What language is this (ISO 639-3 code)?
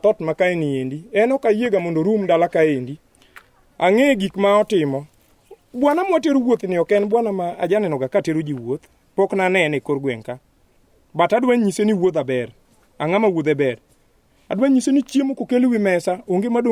luo